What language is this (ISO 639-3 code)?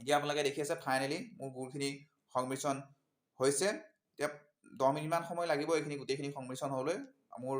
asm